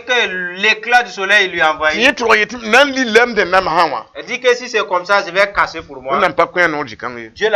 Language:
Mossi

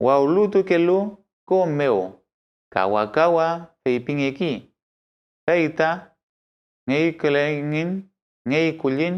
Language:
Mapuche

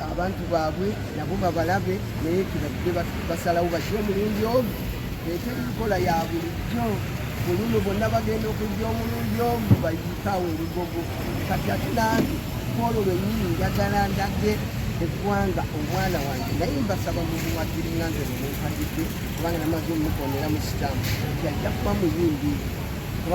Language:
Ganda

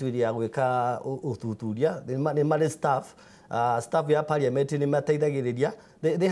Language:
Kikuyu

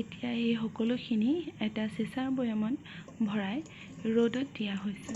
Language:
Assamese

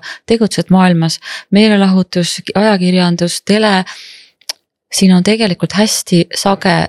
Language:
Estonian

